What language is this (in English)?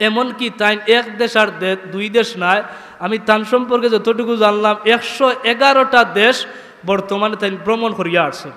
Sylheti